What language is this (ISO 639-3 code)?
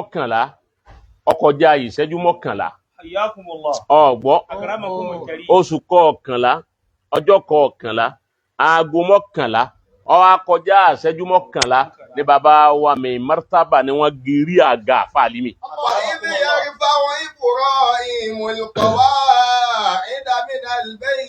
yor